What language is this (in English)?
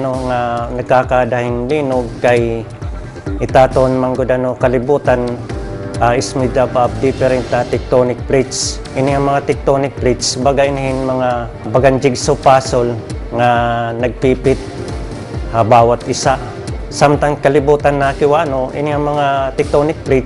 Waray